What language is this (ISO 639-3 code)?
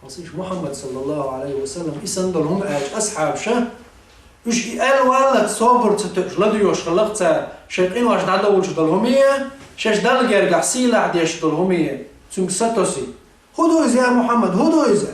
che